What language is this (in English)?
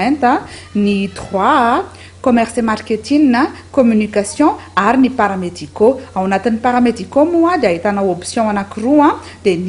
Malagasy